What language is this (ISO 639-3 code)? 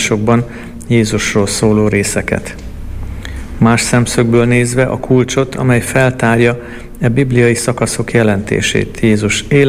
hun